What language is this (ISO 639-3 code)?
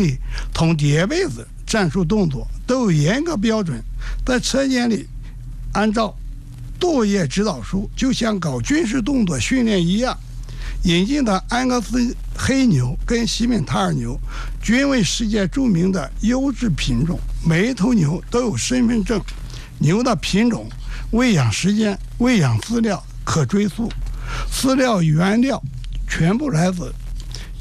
zho